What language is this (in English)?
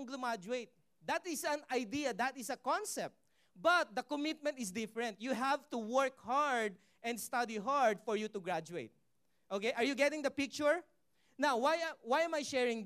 Filipino